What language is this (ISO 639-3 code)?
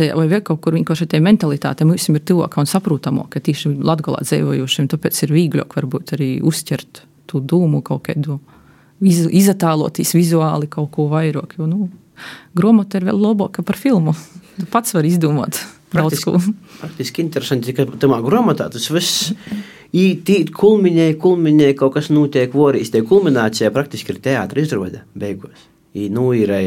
lav